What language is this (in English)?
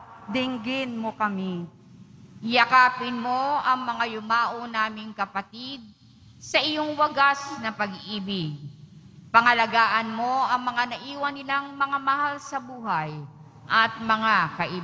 Filipino